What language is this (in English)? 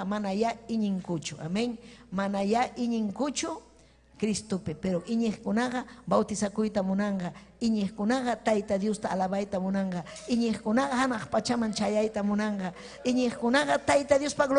Ayacucho Quechua